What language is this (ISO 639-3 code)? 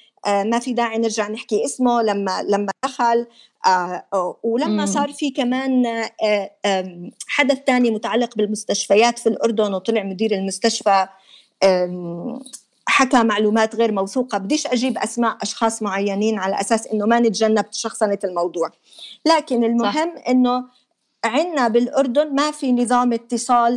apc